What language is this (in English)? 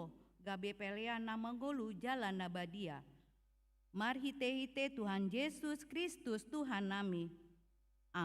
Batak Toba